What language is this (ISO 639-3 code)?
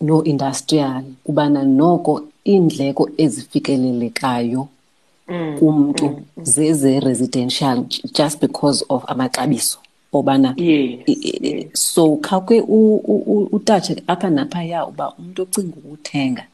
xho